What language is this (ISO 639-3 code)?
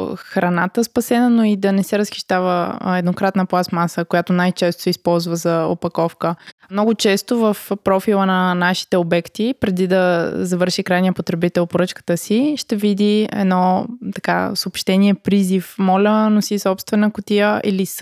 bul